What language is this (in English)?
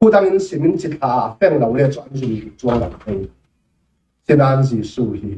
Falam Chin